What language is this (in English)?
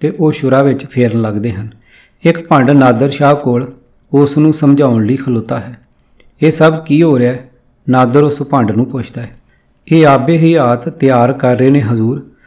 Punjabi